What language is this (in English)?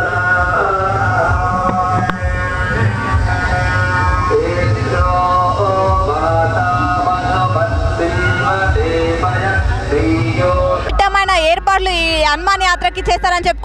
Telugu